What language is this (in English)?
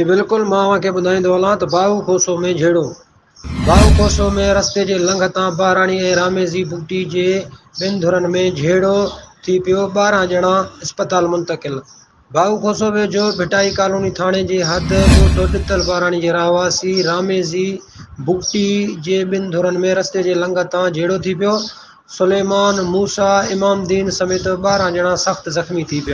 Sindhi